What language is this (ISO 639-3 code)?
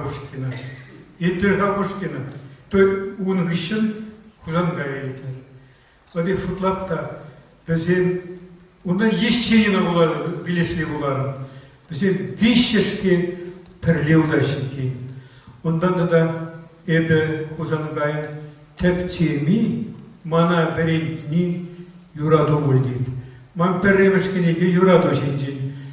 chv